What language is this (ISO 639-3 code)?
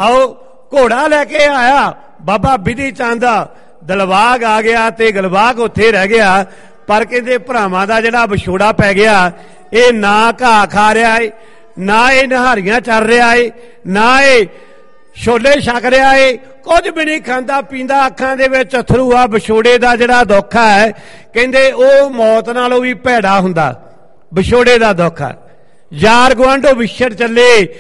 pan